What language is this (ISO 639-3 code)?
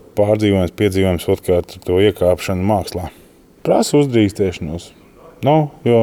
lav